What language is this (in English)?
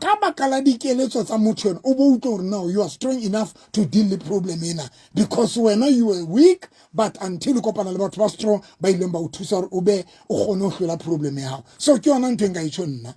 Southern Sotho